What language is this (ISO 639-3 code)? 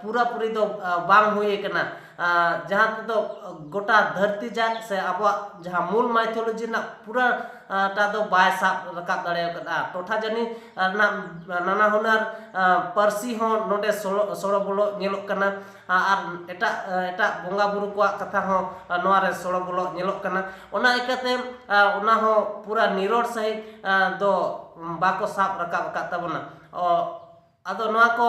sat